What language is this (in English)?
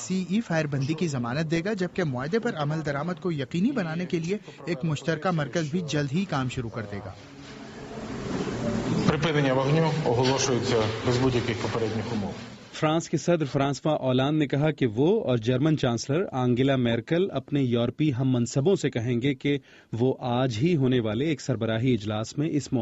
Urdu